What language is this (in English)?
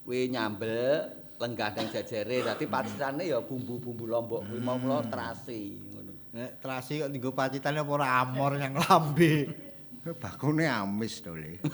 Javanese